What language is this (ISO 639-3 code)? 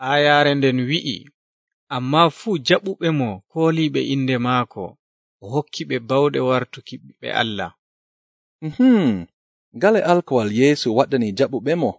fuv